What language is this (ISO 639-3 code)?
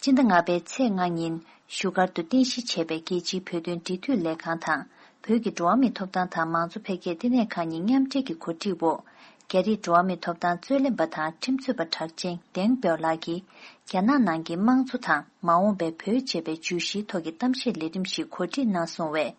bod